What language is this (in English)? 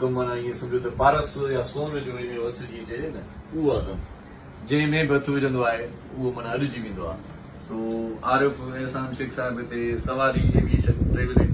Sindhi